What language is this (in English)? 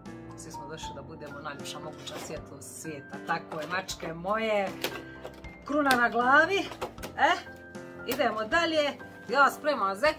Croatian